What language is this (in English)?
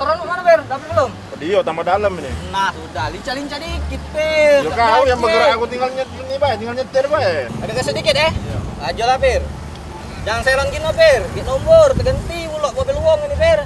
Musi